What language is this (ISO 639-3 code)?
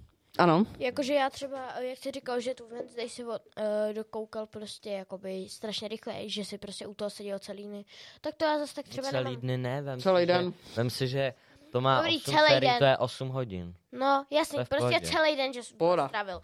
ces